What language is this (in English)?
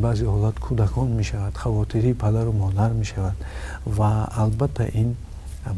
Tajik